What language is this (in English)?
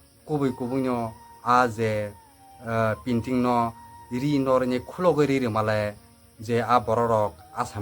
Kok Borok